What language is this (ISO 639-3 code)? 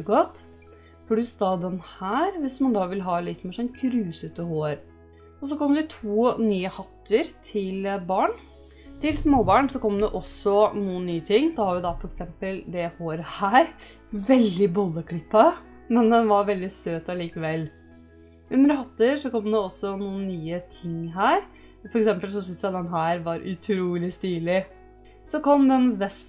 nor